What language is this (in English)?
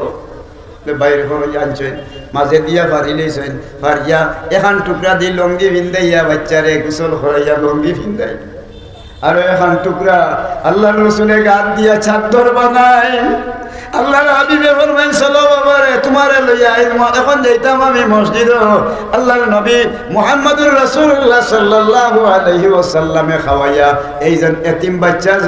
Sylheti